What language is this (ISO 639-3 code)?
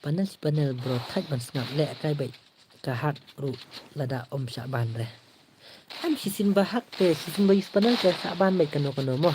kha